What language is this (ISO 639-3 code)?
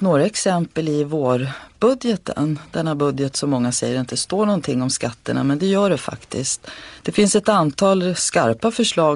swe